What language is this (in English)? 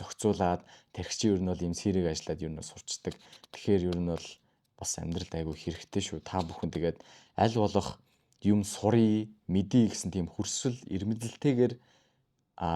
Mongolian